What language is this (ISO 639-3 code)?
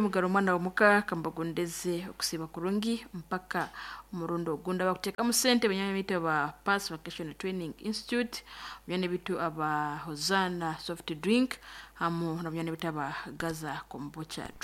nyo